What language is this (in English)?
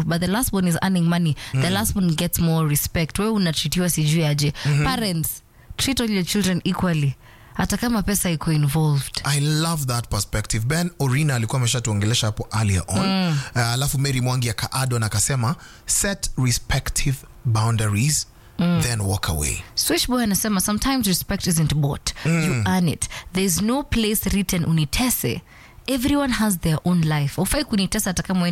Swahili